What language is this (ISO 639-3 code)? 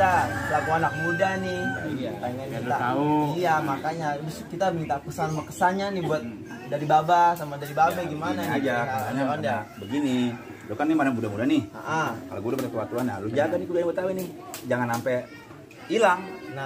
bew